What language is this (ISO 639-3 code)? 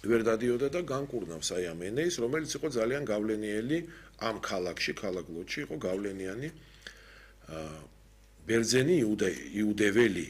kat